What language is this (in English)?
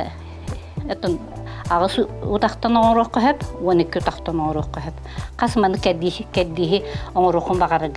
Yakut